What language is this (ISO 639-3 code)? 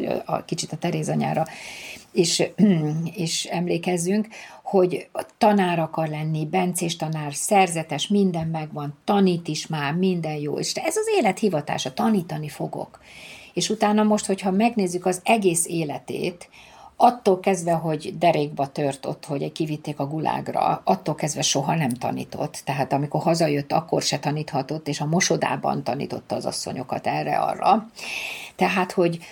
hun